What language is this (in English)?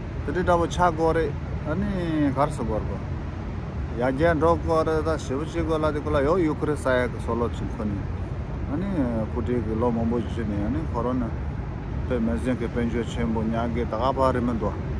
Tibetan